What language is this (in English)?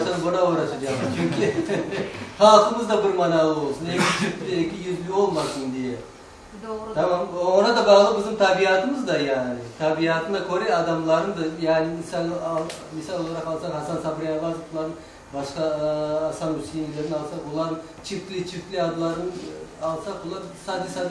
Crimean Tatar